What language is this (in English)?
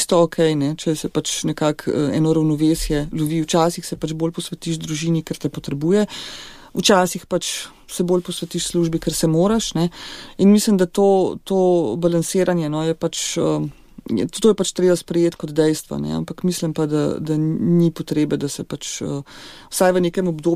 Slovenian